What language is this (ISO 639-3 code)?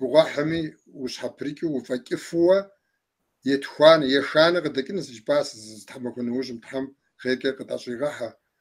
kbd